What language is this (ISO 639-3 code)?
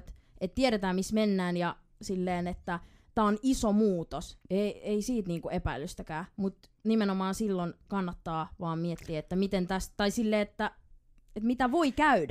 fin